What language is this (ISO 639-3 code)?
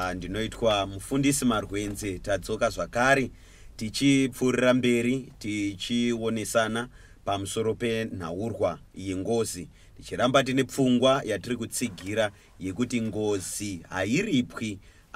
sna